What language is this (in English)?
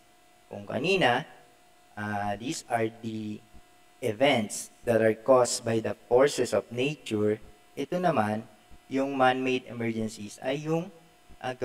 Filipino